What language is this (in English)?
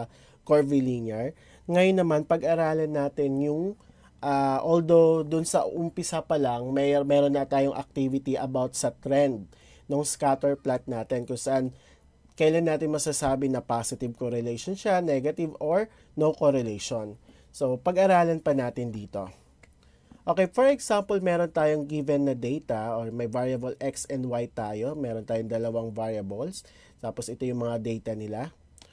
Filipino